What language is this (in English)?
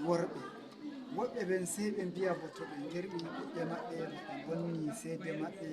Nigerian Fulfulde